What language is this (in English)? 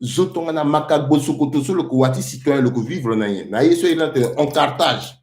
Sango